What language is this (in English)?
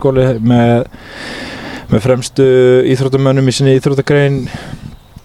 Icelandic